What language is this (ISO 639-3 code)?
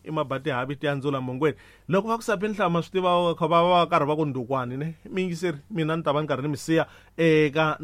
tso